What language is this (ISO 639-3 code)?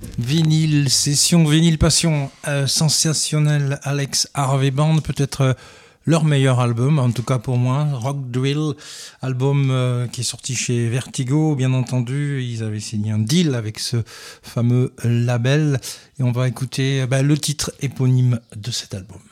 fra